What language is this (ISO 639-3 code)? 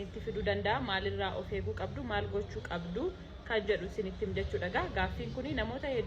orm